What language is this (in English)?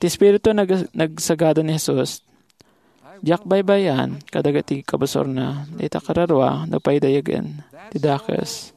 Iloko